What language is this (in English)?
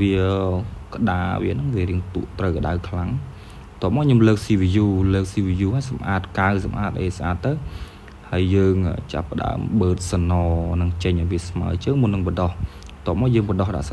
Khmer